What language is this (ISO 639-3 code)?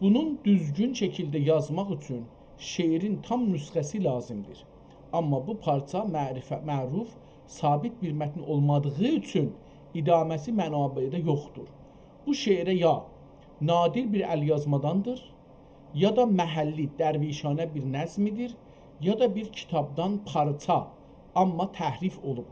azb